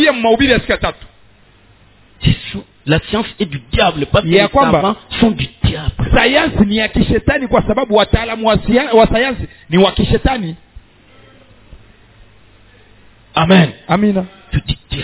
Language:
Swahili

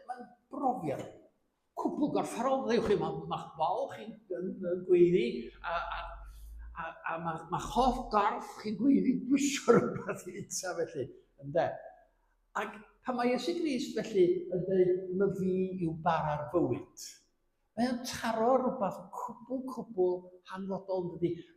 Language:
Welsh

